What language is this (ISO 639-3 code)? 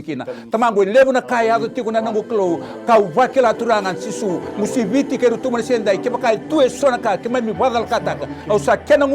fij